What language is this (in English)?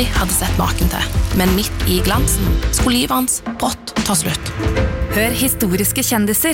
Norwegian